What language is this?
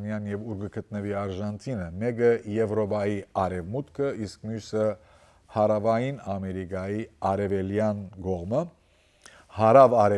Western Armenian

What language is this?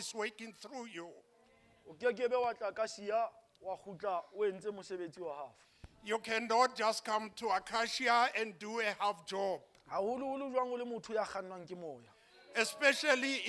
Southern Sotho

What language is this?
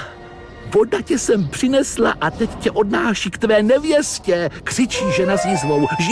Czech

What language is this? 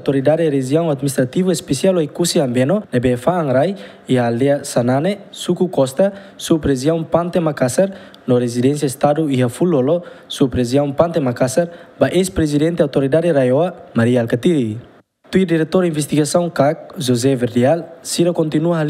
Tetum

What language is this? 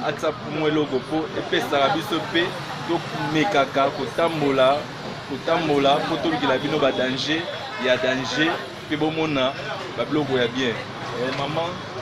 Lingala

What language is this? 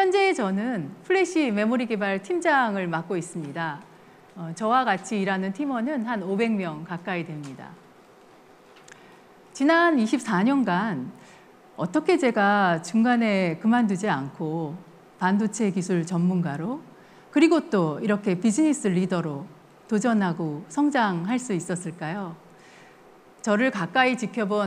Korean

